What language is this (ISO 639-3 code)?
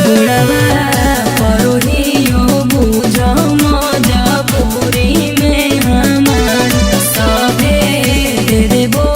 mag